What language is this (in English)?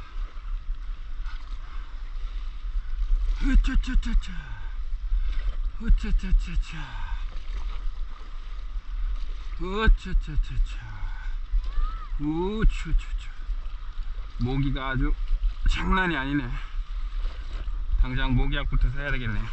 Korean